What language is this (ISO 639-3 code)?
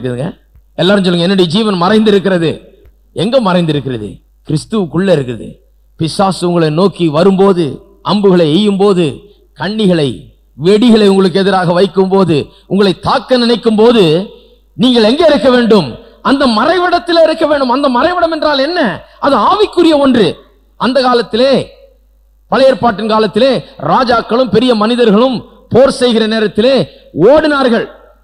tam